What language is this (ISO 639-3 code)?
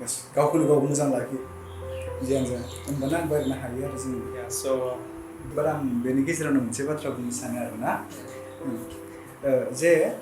brx